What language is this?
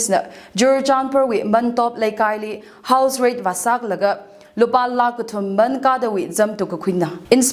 Tangkhul Naga (India)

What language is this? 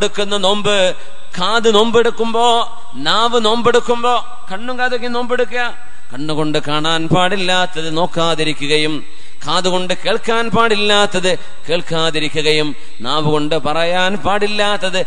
Malayalam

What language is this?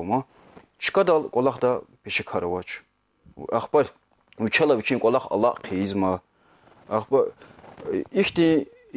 Lezghian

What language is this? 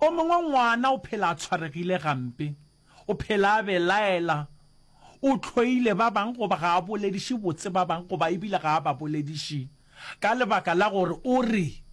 Northern Sotho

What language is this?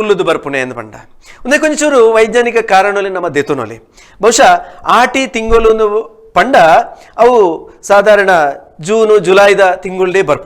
Tulu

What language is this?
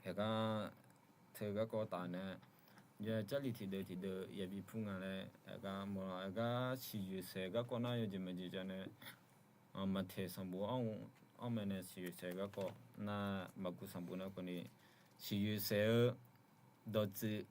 Akha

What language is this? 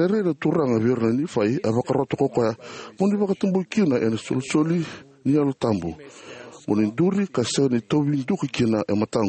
Fijian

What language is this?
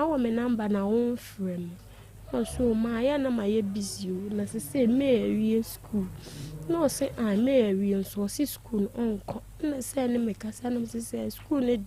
Akan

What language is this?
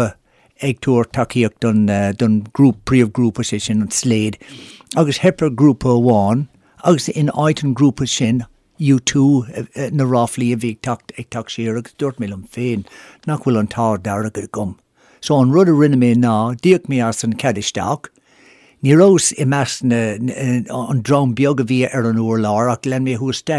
Irish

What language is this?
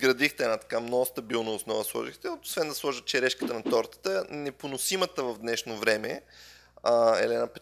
Bulgarian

